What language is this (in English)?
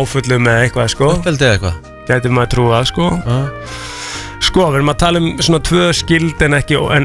Icelandic